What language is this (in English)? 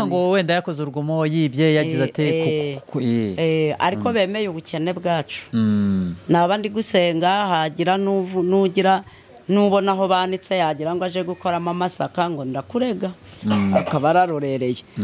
Kinyarwanda